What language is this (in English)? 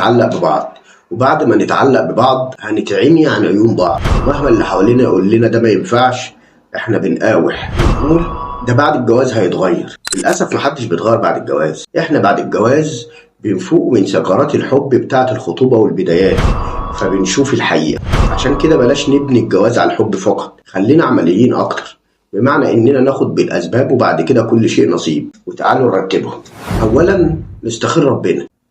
Egyptian Arabic